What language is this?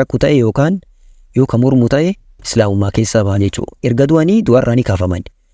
Oromo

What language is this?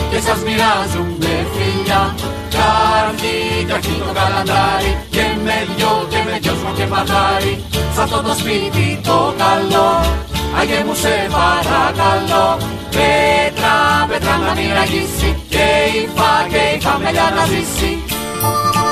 Greek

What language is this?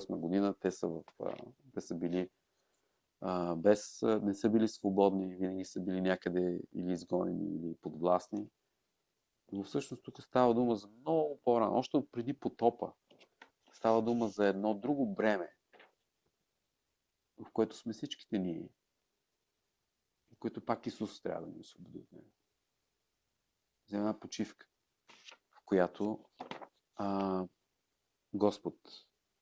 Bulgarian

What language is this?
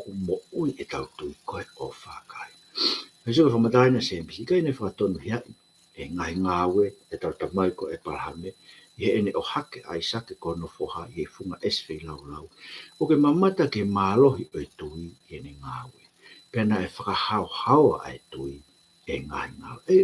Tongan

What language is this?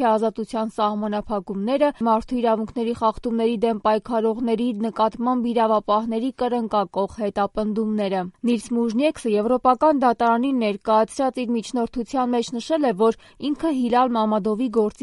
Armenian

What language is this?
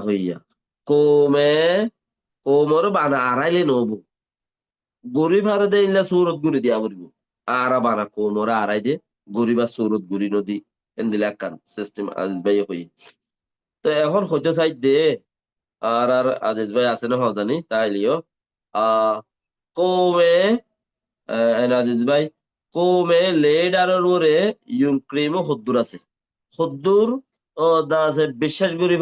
Rohingya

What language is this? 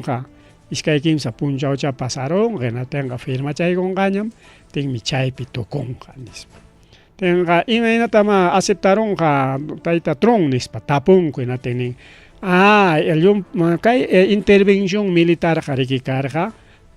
Ayacucho Quechua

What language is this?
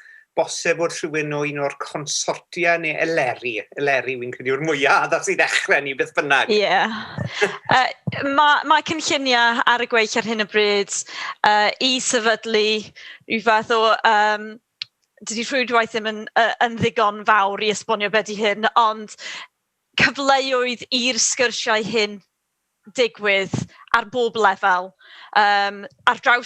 Welsh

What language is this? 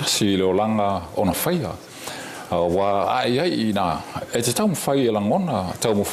Samoan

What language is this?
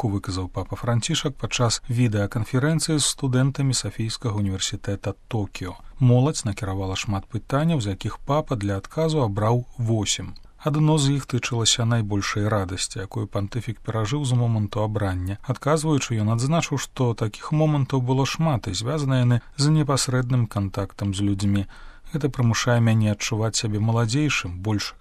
Belarusian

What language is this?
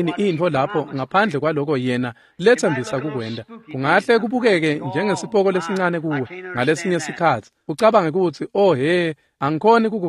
Swati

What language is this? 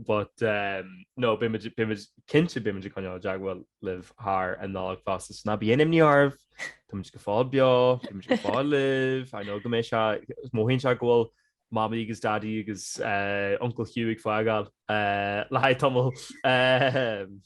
Irish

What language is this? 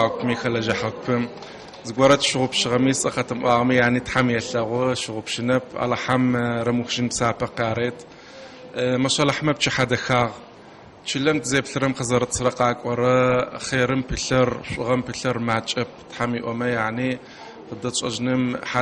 Adyghe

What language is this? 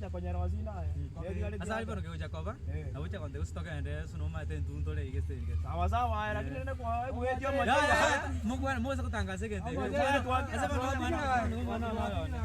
Gusii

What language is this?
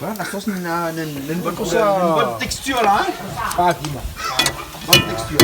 Réunion Creole French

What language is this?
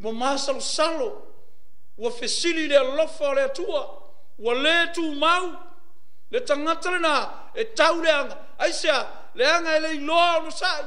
Samoan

